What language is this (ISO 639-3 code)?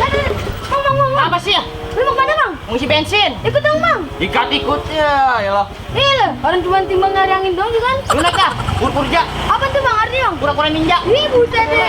bew